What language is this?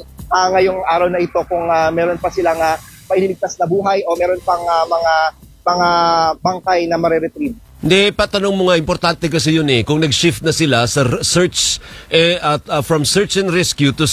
Filipino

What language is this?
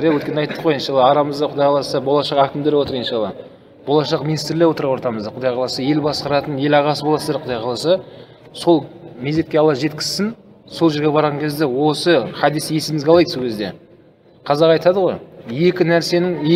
Kazakh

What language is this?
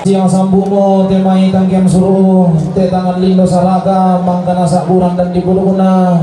Toraja-Sa'dan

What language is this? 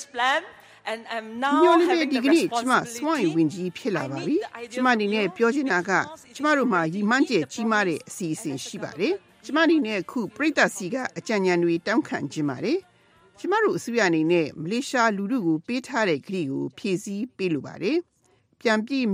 Burmese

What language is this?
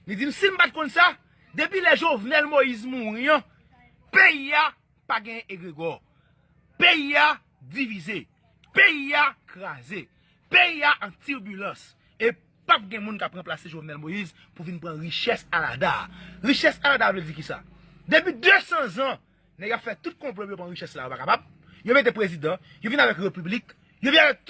Haitian Creole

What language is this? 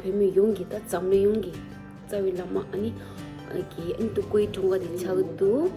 Tibetan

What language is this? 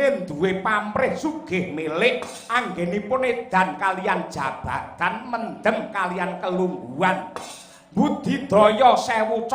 Javanese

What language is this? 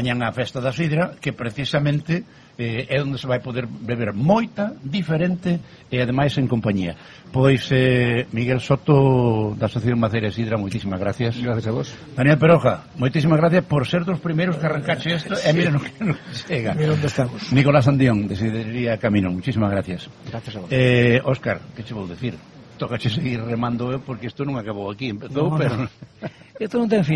Galician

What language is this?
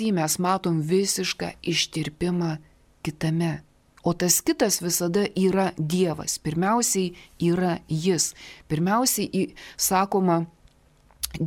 Lithuanian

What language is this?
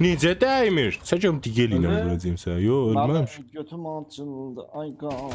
South Azerbaijani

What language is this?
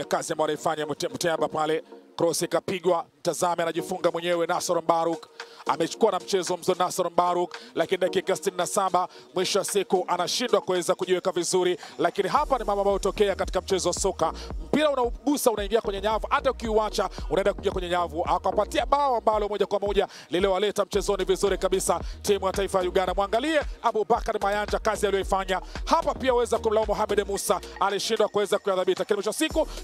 Swahili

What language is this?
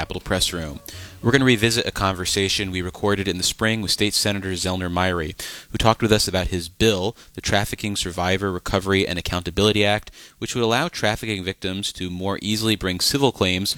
English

